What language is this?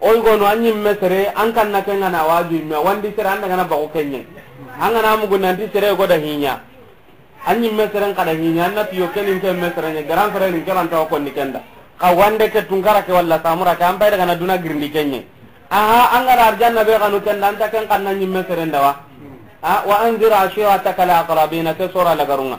Soninke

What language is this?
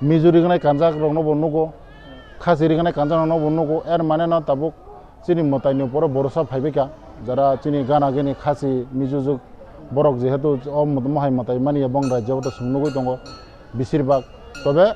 Kok Borok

